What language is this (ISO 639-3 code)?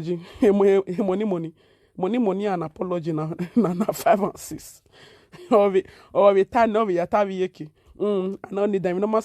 pcm